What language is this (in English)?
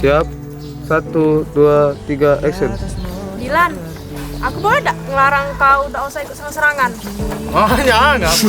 Musi